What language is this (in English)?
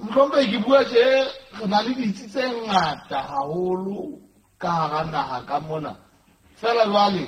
Southern Sotho